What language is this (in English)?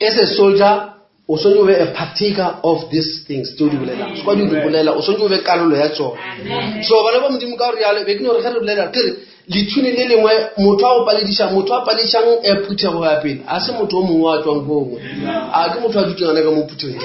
Northern Sotho